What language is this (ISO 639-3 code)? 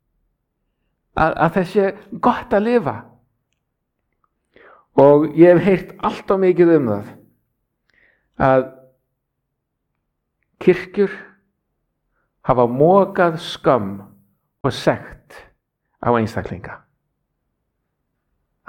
isl